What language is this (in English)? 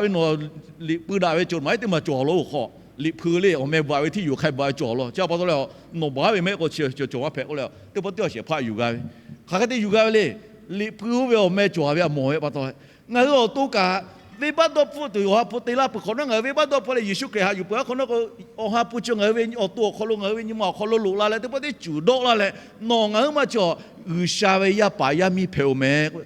Lahu